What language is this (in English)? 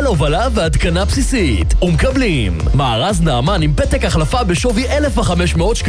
Hebrew